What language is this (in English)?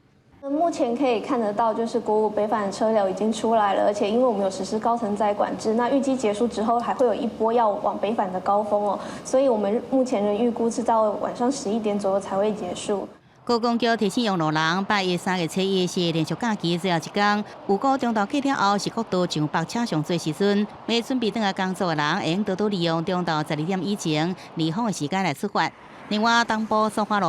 Min Nan Chinese